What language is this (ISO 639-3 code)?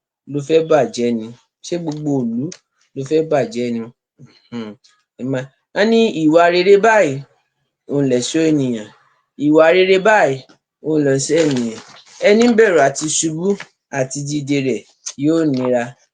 yor